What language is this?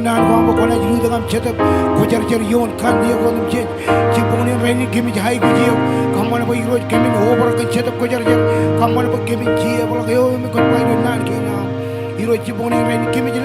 Marshallese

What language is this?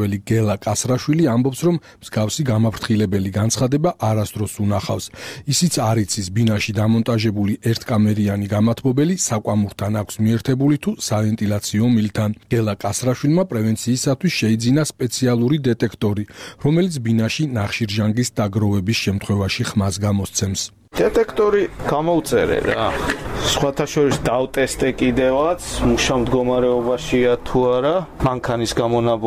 Georgian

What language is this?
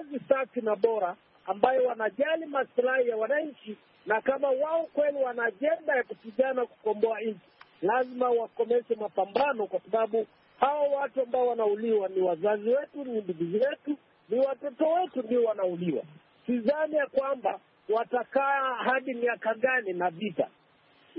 Swahili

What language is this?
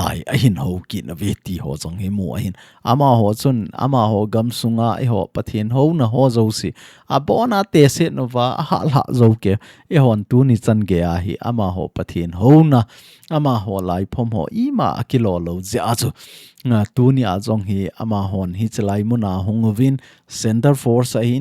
Thado Chin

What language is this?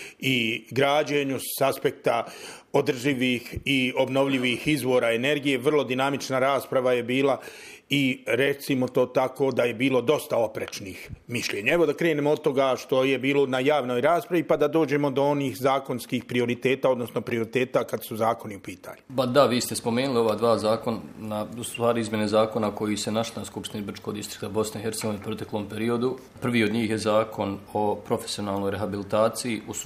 Bosnian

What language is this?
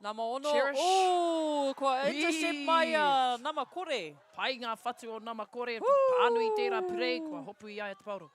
Māori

